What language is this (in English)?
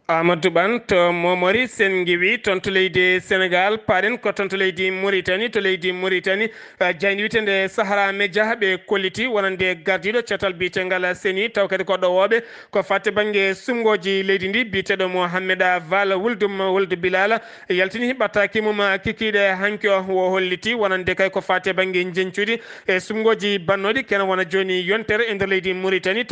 Fula